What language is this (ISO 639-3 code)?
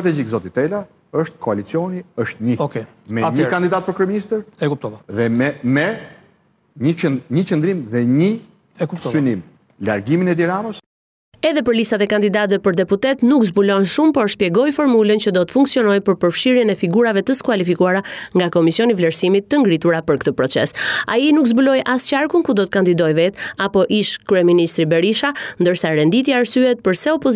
sqi